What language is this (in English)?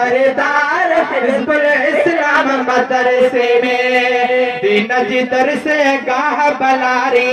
Sindhi